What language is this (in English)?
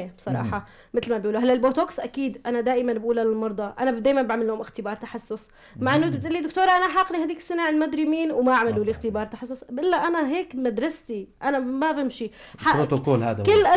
North Levantine Arabic